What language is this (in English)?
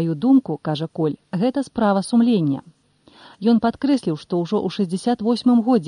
Belarusian